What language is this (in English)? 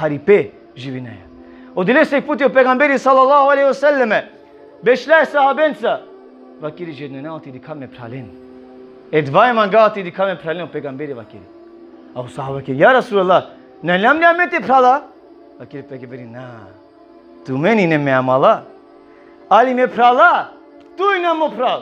Balkan Romani